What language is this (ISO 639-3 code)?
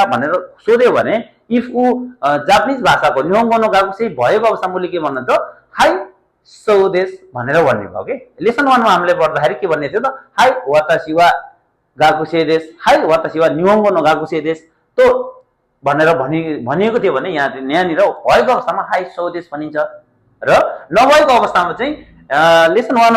nep